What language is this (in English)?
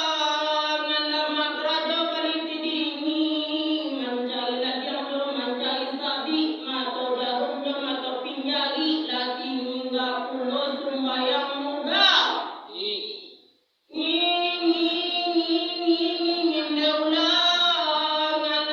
Minangkabau